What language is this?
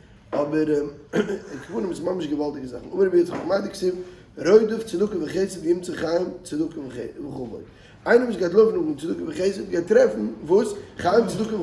Yiddish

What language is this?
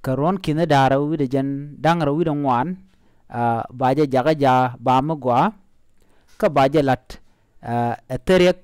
Nuer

